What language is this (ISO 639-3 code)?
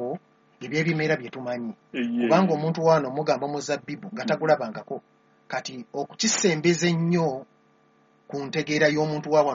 lug